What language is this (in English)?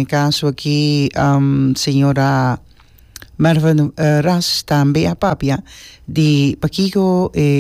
Papiamento